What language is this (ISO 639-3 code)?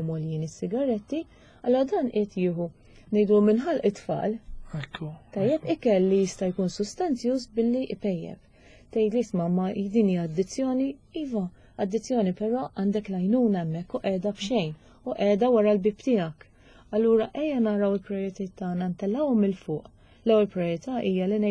mlt